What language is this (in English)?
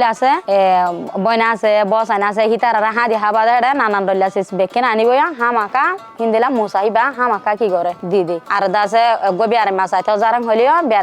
Rohingya